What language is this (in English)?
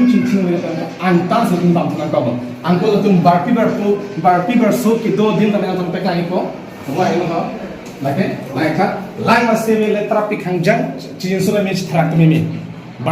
Karbi